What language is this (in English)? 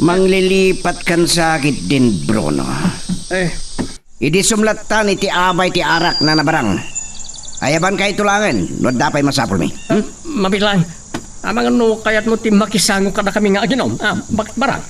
Iloko